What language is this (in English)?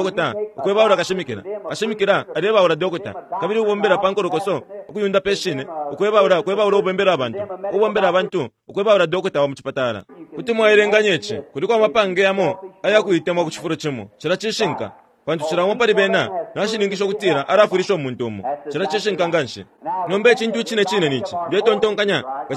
Bemba